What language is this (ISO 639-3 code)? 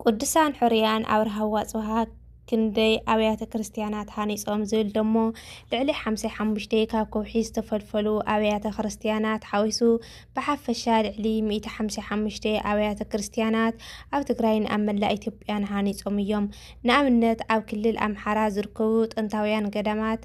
tir